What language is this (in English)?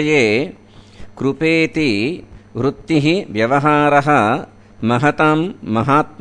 Sanskrit